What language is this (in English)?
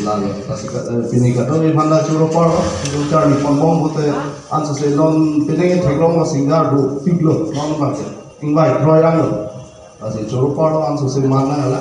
Karbi